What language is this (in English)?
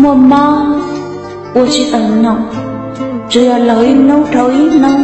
Hmong